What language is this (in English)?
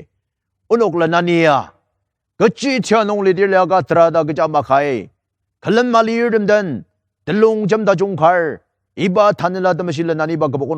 Ao Naga